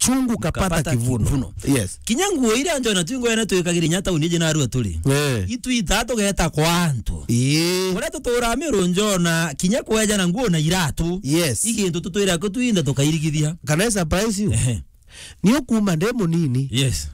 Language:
Meru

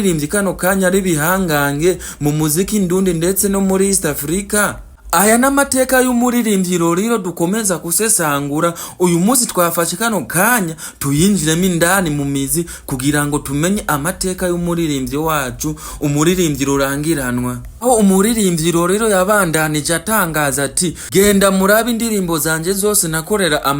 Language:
Rundi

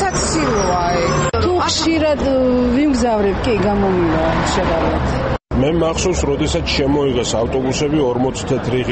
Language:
Georgian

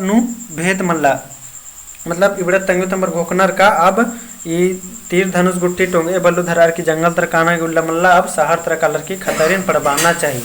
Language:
Kurukh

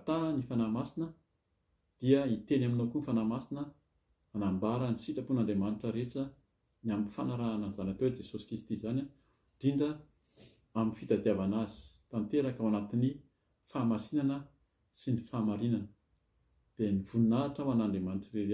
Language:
Malagasy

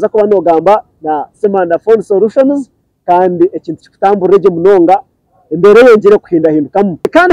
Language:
Nyankole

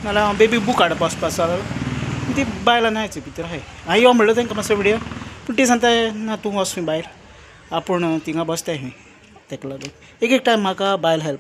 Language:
Konkani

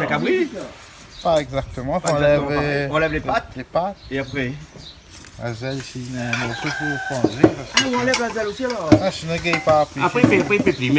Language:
Réunion Creole French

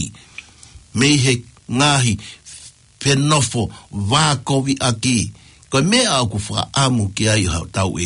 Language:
Tongan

